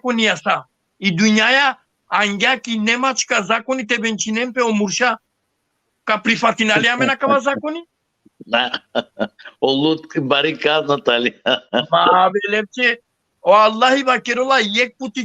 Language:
Balkan Romani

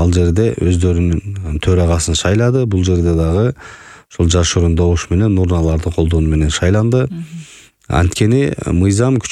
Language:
Kyrgyz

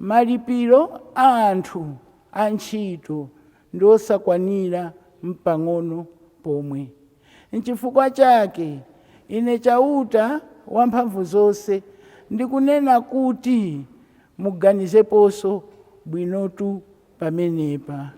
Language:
Nyanja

